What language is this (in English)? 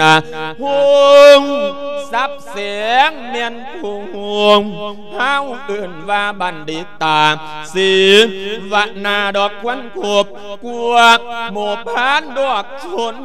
Lao